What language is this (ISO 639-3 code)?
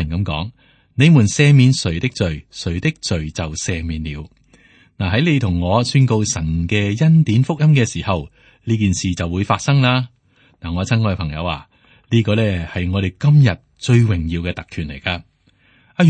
yue